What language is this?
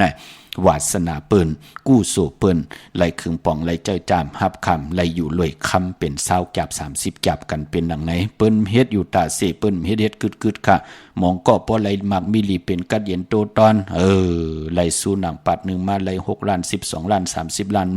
Shan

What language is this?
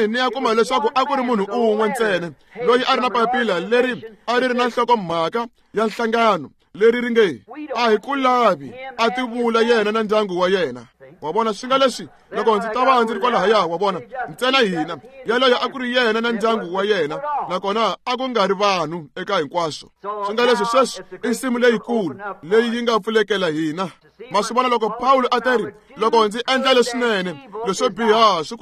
Tsonga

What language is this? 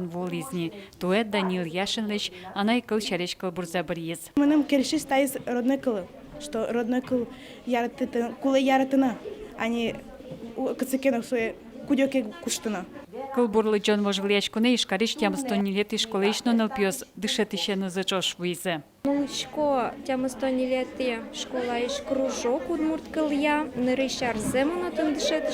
Udmurt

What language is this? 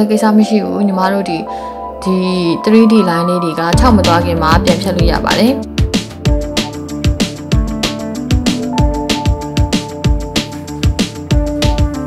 Burmese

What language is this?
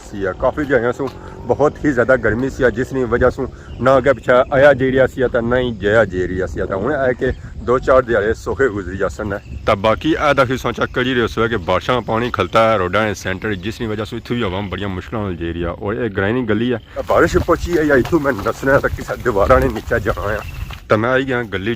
Pahari-Potwari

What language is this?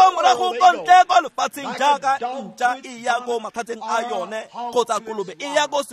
Tswana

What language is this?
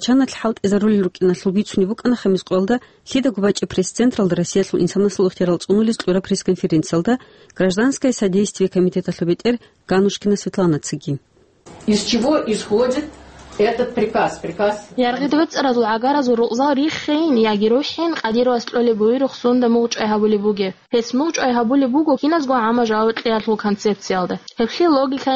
Avaric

